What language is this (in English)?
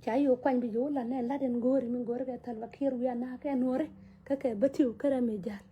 Nuer